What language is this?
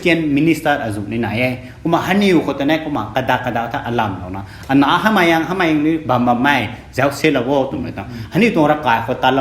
Rongmei Naga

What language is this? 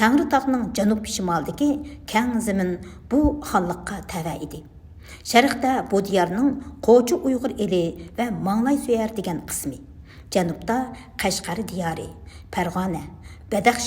Uyghur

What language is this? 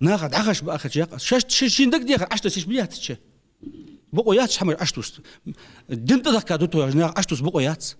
Ingush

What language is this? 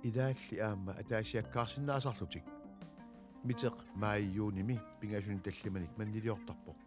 Kalaallisut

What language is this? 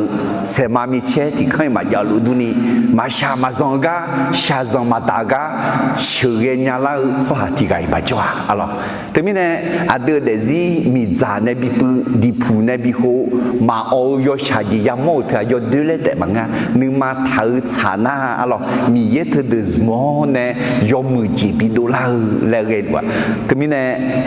Akha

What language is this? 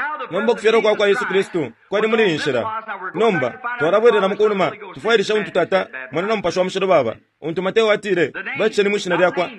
Bemba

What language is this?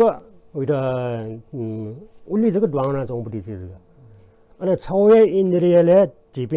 Newari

